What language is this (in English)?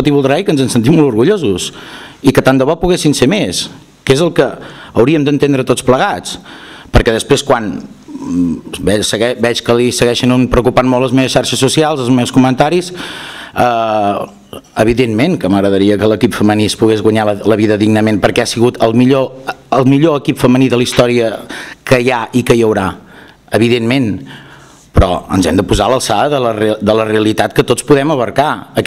Catalan